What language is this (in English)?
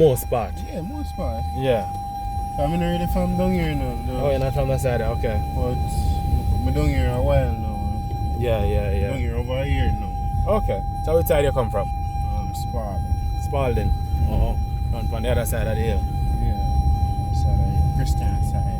Jamaican Creole English